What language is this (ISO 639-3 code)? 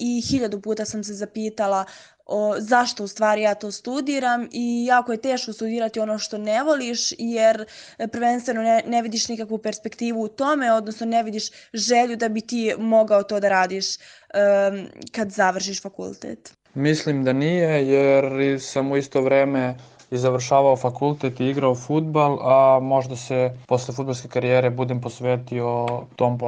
srp